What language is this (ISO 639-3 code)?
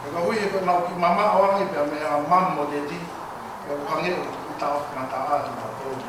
ton